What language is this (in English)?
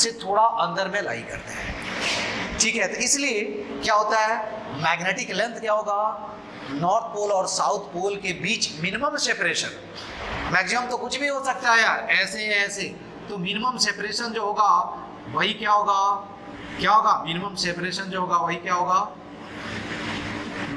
Hindi